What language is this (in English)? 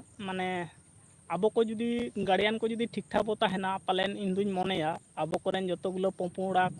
Santali